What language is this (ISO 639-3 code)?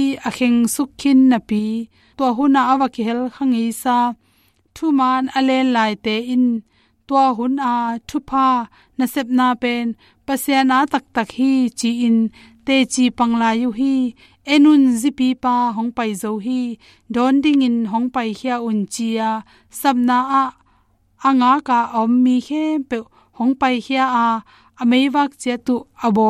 ctd